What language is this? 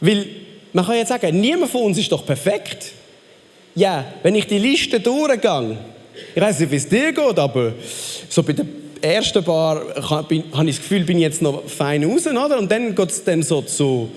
Swiss German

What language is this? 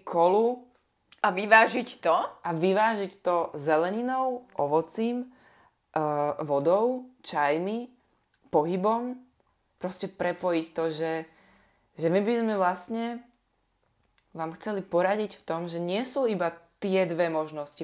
Slovak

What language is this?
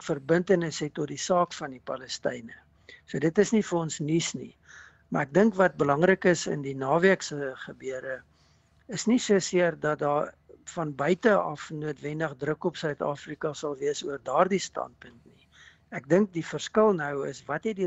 Afrikaans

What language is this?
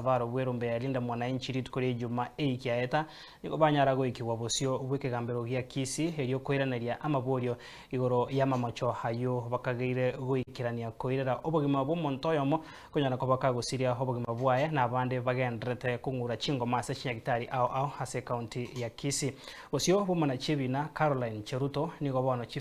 Gusii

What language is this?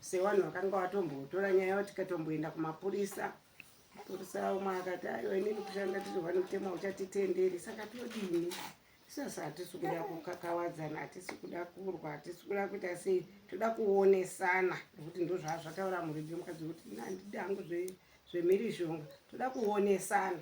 Shona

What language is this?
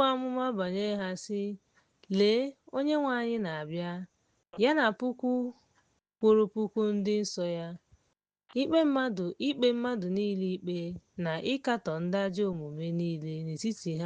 Igbo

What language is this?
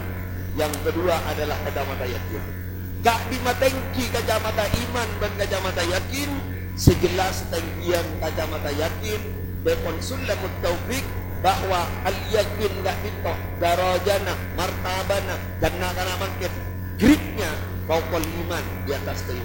Madurese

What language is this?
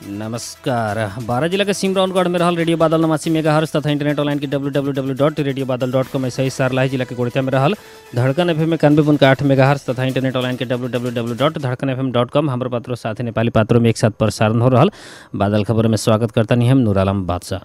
Bhojpuri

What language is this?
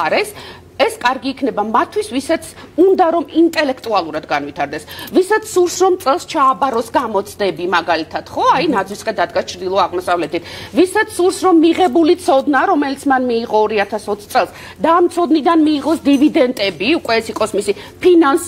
Georgian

